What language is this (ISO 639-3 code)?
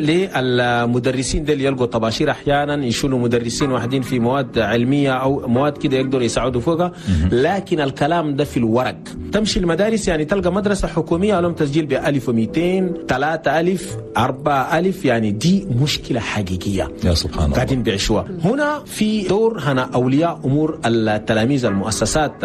shu